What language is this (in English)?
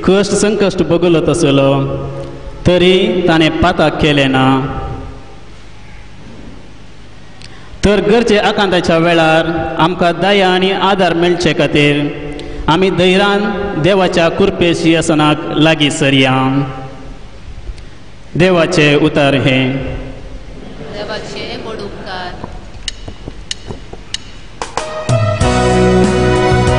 Konkani